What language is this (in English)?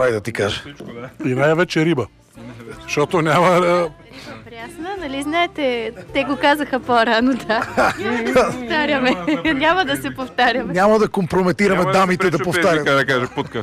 Bulgarian